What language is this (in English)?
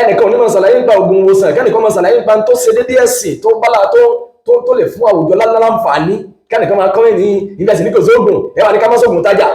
Yoruba